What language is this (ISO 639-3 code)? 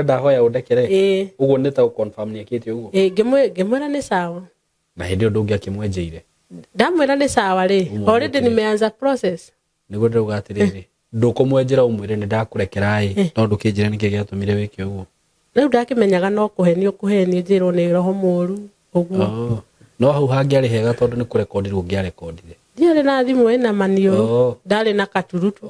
kik